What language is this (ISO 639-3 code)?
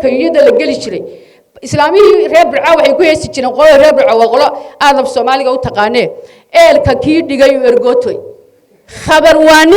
som